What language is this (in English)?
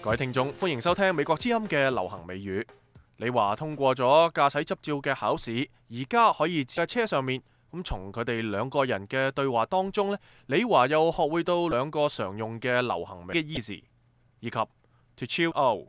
Cantonese